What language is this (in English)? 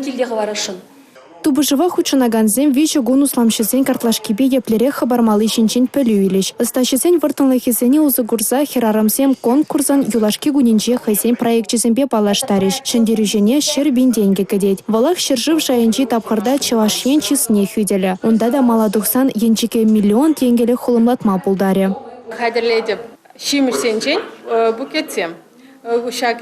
Chuvash